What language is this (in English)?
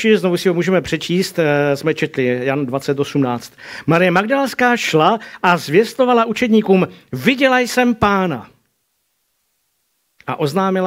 Czech